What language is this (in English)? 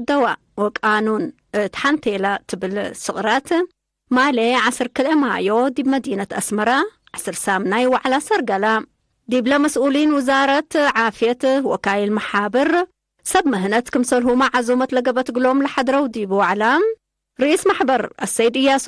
Tigre